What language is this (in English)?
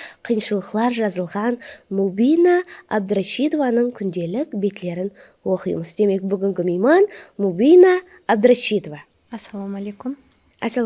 Kara-Kalpak